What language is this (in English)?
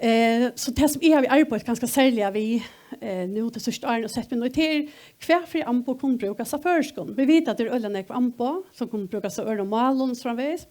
Faroese